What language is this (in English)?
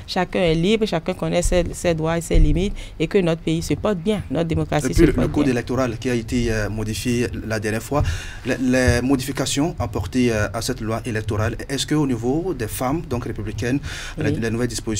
French